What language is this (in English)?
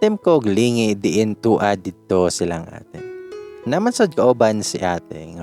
Cebuano